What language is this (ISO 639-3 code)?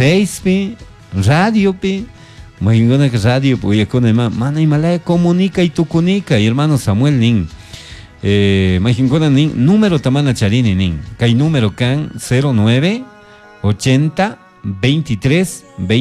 qug